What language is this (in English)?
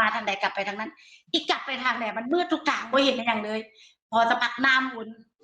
Northeastern Thai